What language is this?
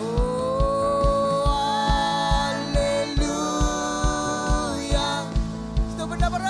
Marshallese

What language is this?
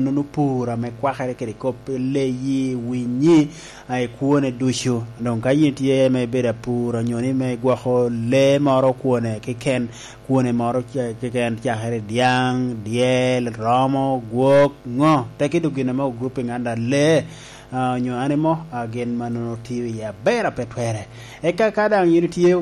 Lango (Uganda)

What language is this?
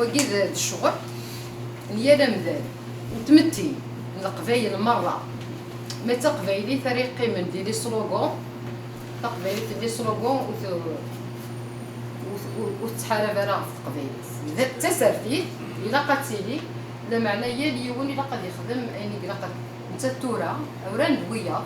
Kabyle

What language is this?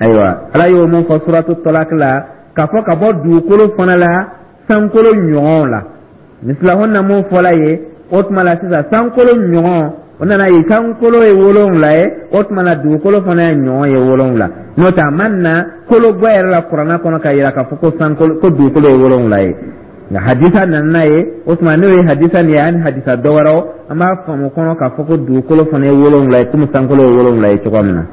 Dyula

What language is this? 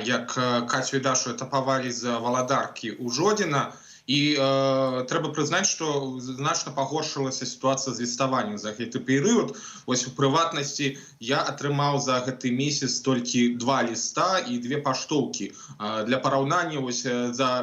Belarusian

